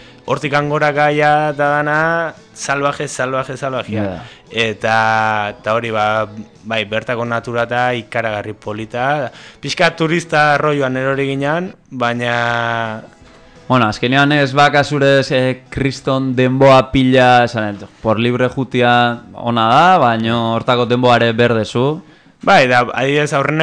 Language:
Basque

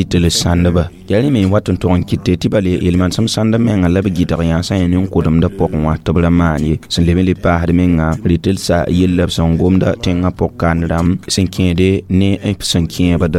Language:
Mossi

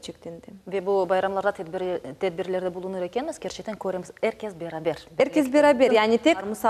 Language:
Crimean Tatar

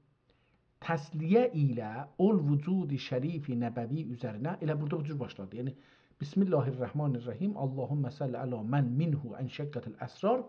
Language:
South Azerbaijani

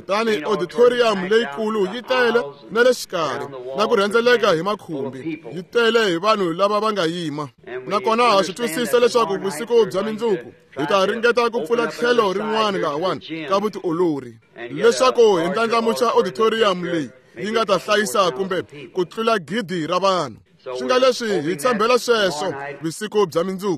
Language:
Tsonga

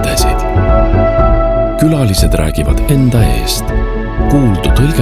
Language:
Estonian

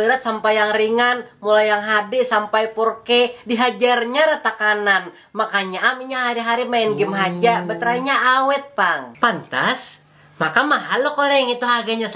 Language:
Banjar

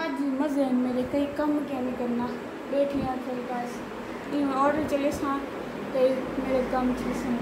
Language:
Saraiki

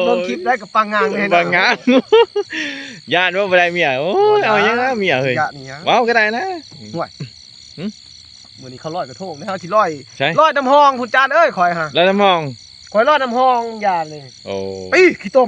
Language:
Lao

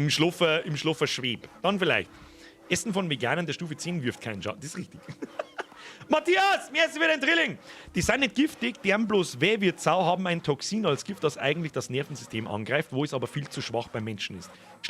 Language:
Bavarian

